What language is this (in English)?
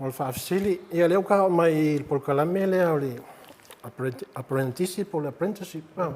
Samoan